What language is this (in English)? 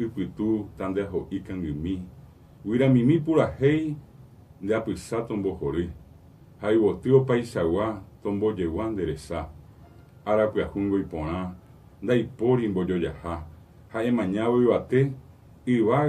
Guarani